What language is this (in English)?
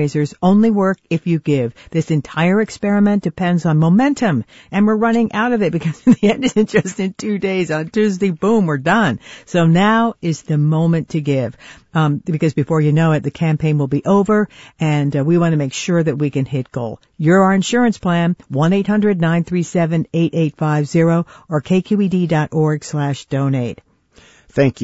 English